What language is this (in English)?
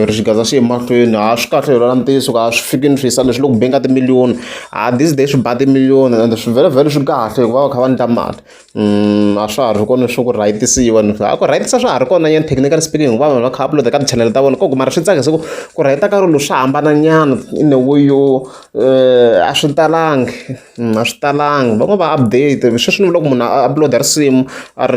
Tsonga